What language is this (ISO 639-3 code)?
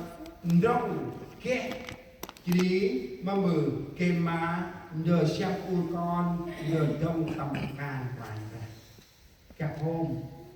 cmo